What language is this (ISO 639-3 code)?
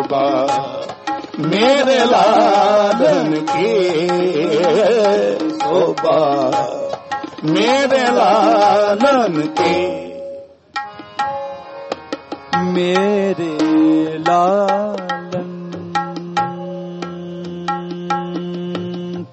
pan